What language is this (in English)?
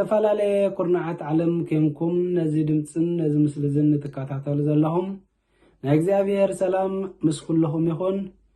Tigrinya